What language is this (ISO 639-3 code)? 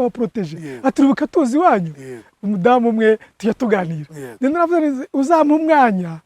kin